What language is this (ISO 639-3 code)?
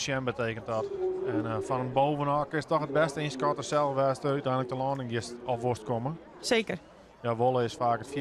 fry